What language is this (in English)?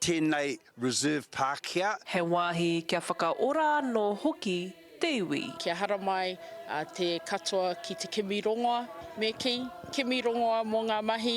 Māori